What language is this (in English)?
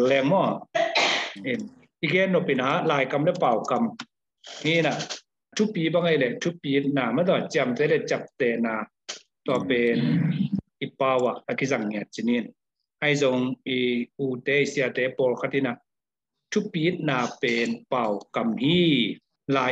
Tedim Chin